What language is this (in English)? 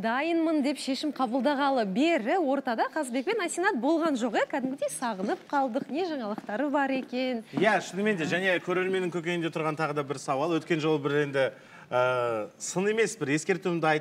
Kazakh